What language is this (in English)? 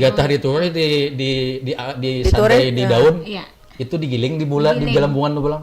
Banjar